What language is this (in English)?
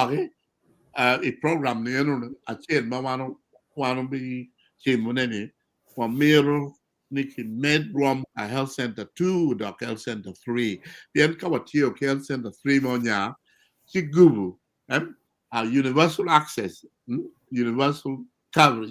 Acoli